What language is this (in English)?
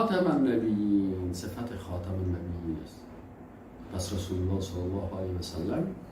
Persian